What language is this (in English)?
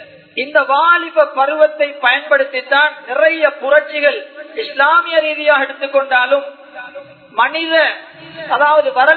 Tamil